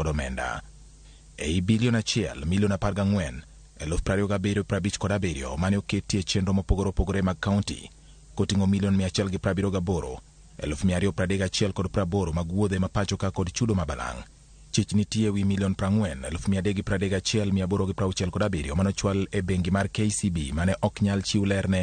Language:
Luo (Kenya and Tanzania)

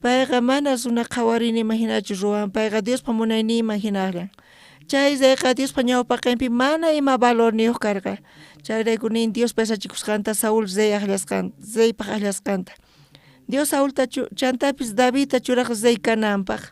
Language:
South Bolivian Quechua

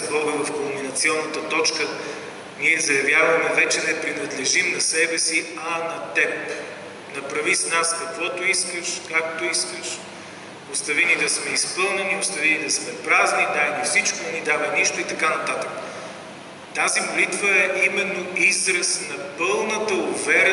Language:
Bulgarian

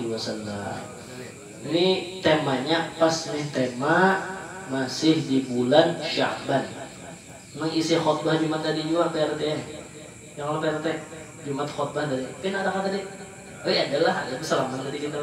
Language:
Banjar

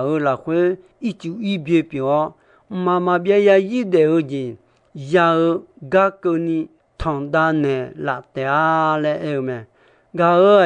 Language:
Akha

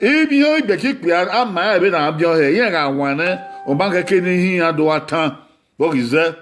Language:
Bini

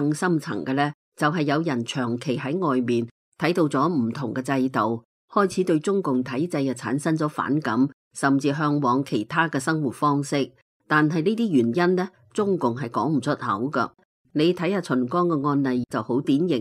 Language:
Cantonese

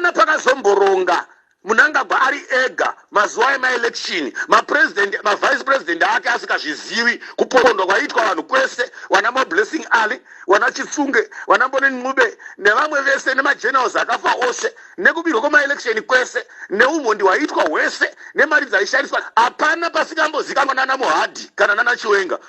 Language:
Shona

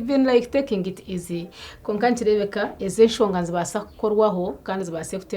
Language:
Nyankole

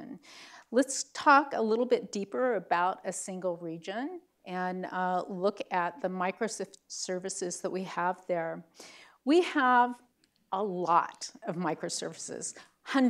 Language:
English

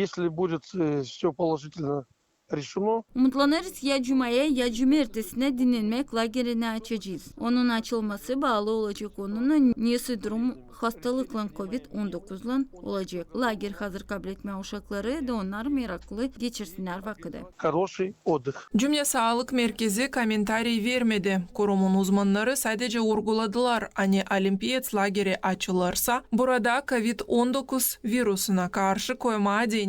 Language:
Gagauz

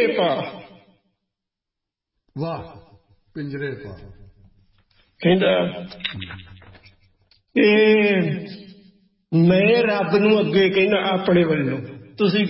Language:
Punjabi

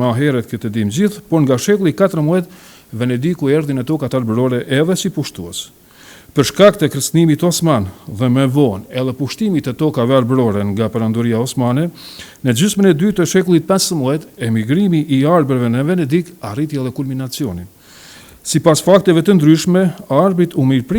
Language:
Albanian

